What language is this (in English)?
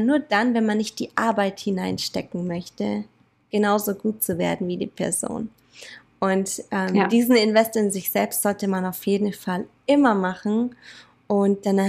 German